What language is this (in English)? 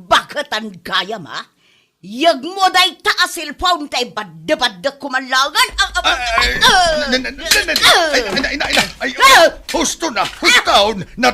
Iloko